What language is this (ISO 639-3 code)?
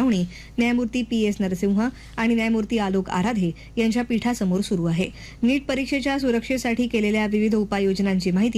mar